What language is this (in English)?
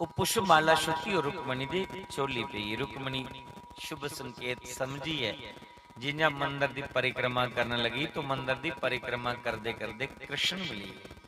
Dogri